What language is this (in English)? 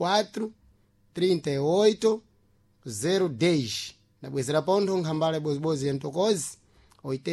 Sena